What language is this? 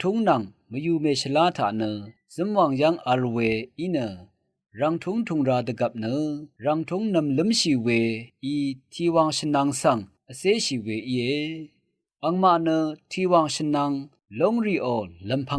Rawang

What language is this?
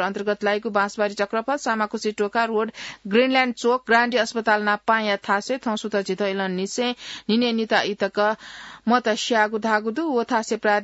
Newari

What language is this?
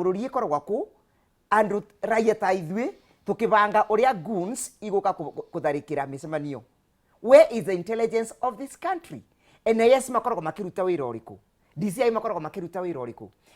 Kikuyu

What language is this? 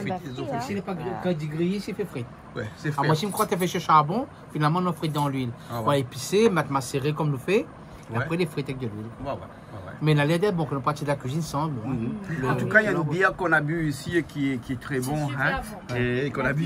Réunion Creole French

